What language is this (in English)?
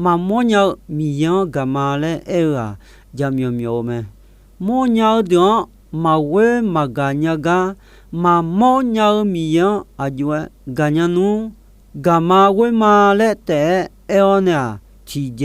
Akha